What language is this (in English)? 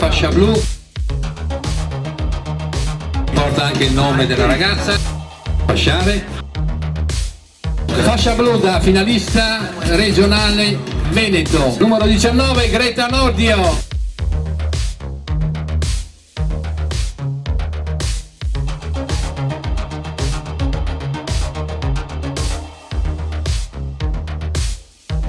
Italian